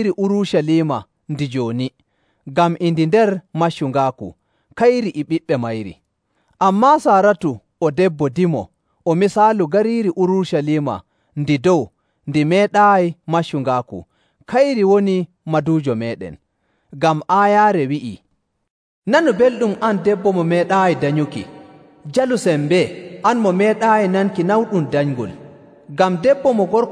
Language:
Nigerian Fulfulde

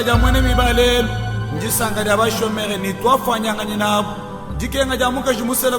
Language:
Luba-Lulua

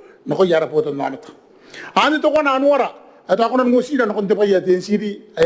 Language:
Gilbertese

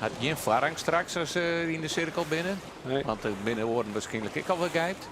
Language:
Western Frisian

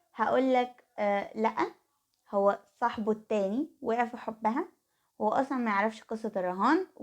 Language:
Egyptian Arabic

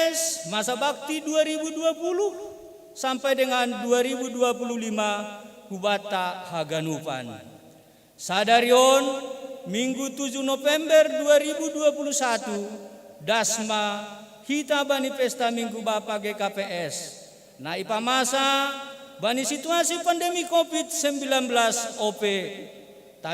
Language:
Batak Simalungun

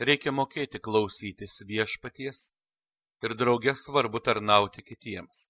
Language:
Lithuanian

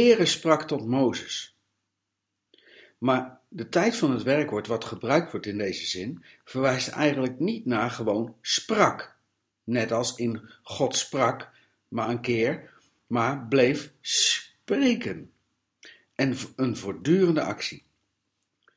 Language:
Dutch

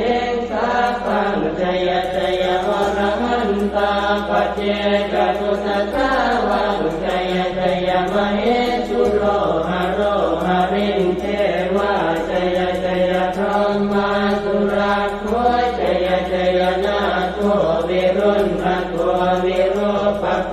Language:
Pali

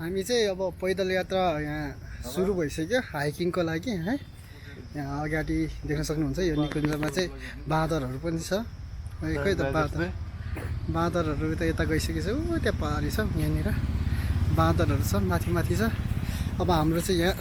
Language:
Nepali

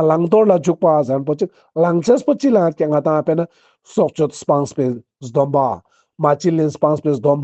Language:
Ladakhi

